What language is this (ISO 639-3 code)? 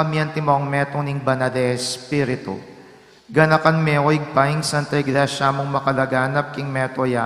pam